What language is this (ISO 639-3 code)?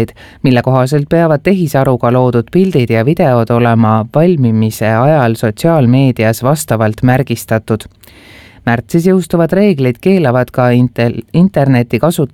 est